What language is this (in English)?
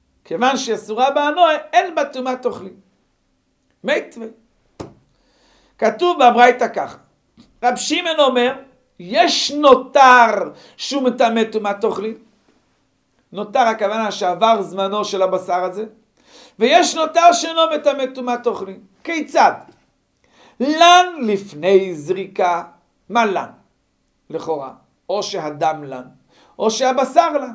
Hebrew